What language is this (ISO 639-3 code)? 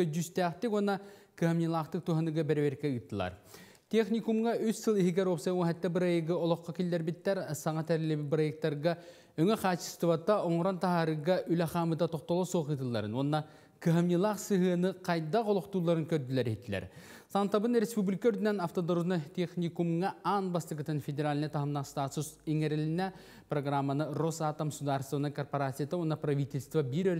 sah